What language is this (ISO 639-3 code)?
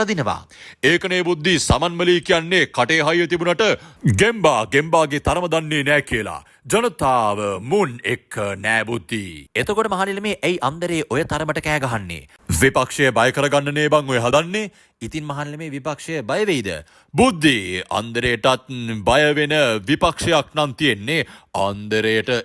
sin